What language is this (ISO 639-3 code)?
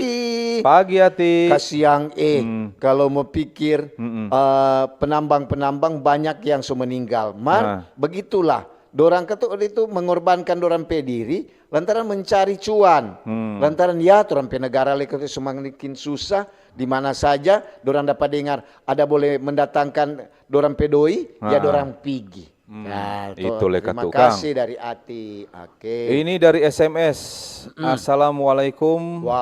xmm